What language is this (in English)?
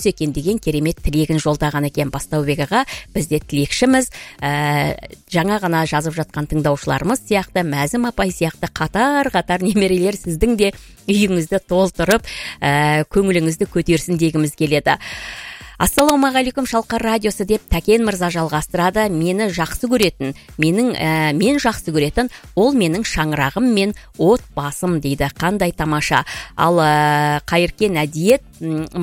Kazakh